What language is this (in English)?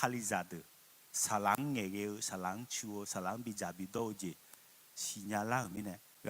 Akha